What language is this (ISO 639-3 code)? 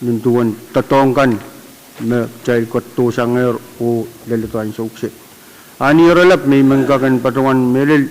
pon